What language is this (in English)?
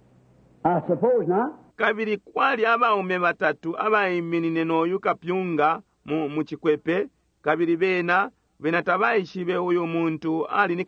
Bemba